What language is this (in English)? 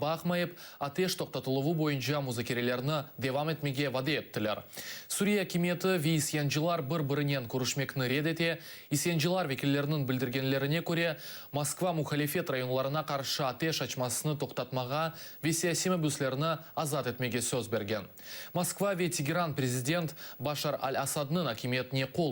Crimean Tatar